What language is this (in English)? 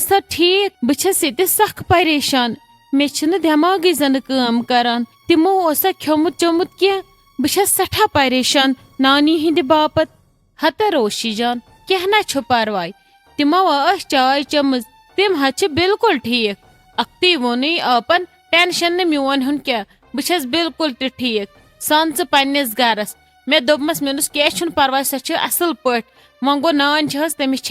Kashmiri